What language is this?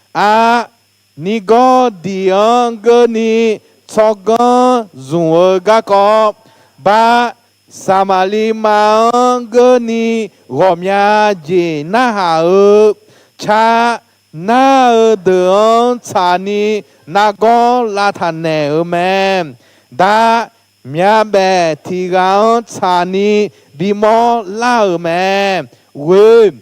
Akha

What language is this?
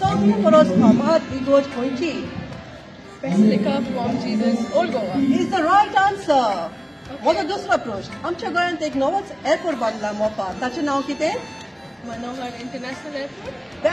Konkani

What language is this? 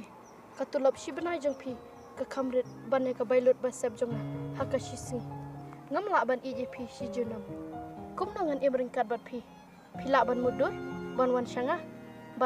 Khasi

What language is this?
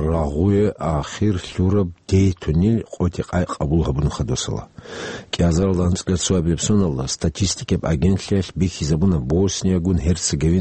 Avaric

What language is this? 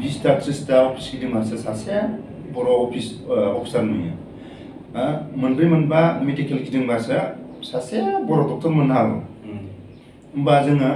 Bodo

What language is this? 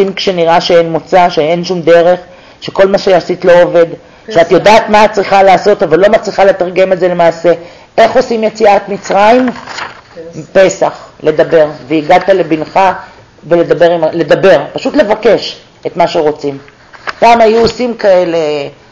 Hebrew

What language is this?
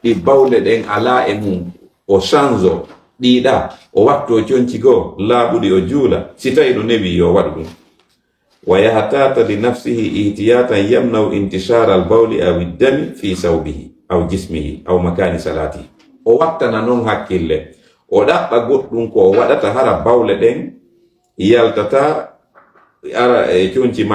Fula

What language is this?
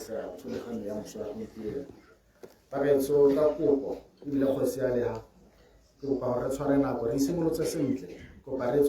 Tswana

